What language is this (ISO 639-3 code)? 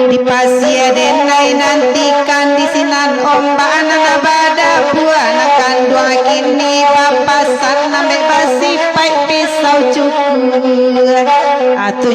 min